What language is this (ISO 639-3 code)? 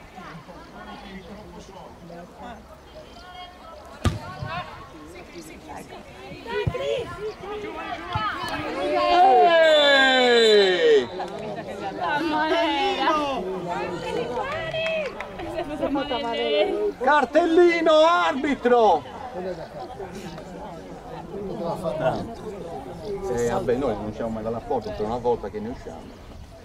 ita